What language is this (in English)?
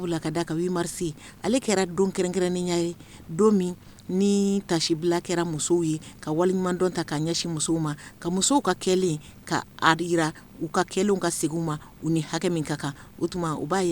Bambara